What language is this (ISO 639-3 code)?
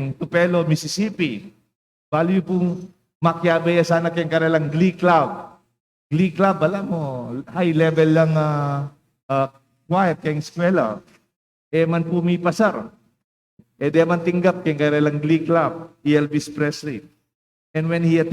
pam